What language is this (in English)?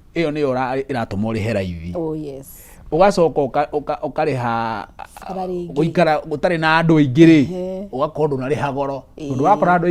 Kikuyu